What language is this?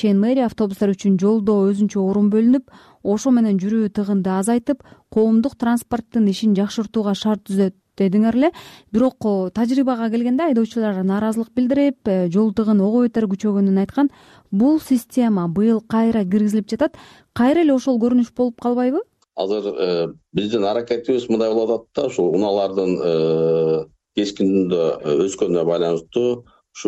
Kyrgyz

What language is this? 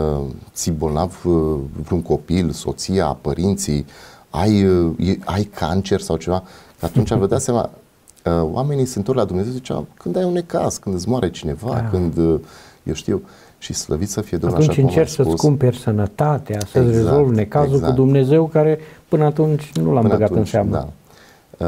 Romanian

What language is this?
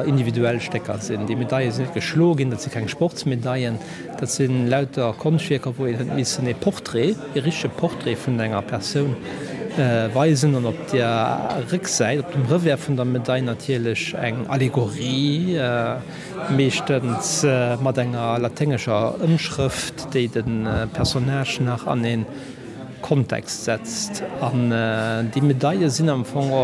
Luxembourgish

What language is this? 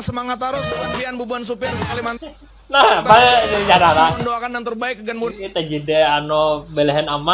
Banjar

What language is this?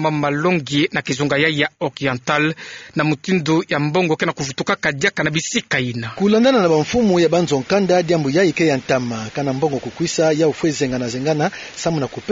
Kituba (Democratic Republic of Congo)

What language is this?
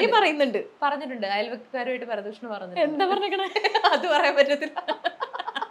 Malayalam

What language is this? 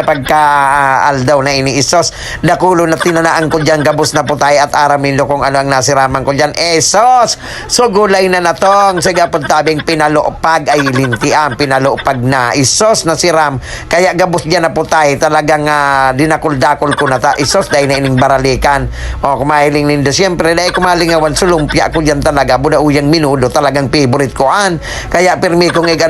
Bikol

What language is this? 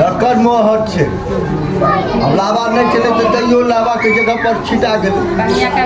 Maithili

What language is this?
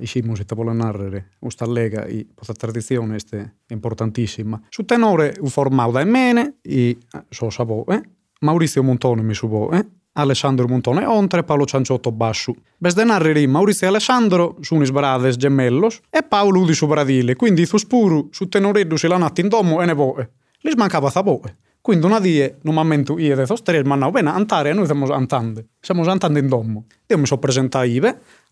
Sardinian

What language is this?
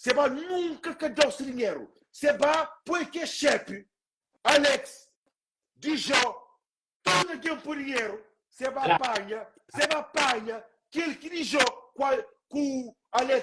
Kabuverdianu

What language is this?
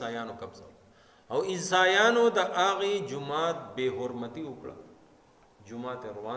Pashto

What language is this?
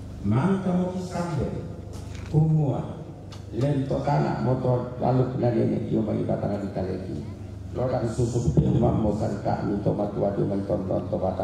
Toraja-Sa'dan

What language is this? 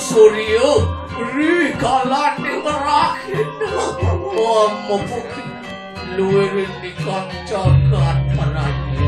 Balinese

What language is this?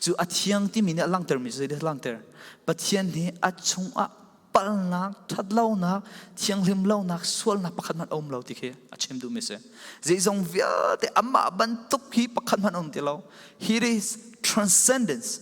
Falam Chin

